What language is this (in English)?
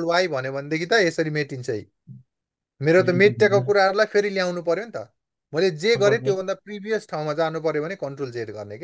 Nepali